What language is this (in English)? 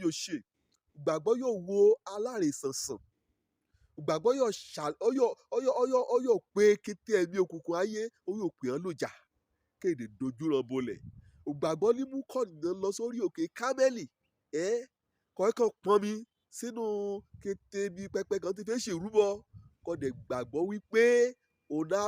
Yoruba